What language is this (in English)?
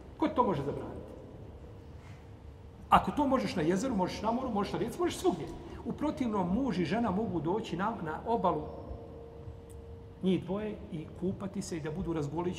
Bosnian